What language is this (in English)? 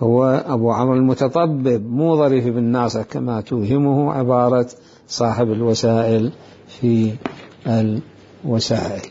Mesopotamian Arabic